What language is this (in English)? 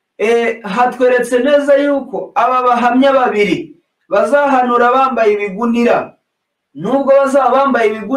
Kinyarwanda